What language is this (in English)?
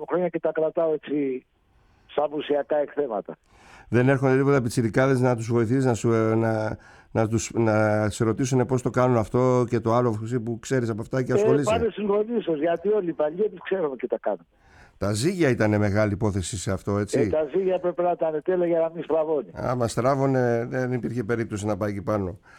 Greek